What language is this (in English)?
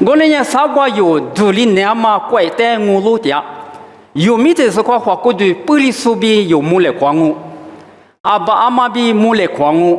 Lisu